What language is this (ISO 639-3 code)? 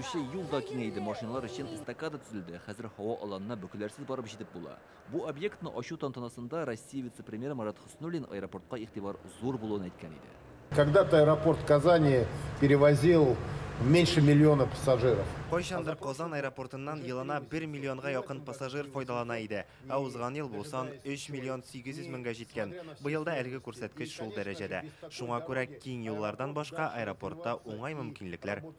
tat